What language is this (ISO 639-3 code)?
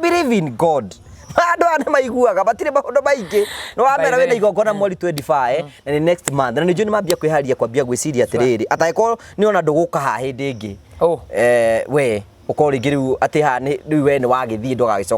kik